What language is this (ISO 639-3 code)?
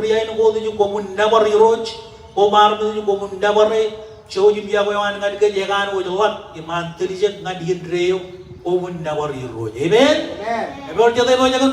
mah